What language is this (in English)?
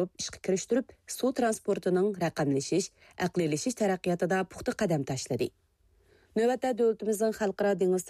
Uyghur